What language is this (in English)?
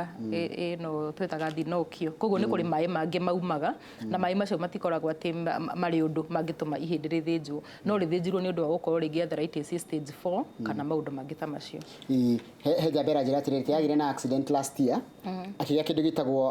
Kikuyu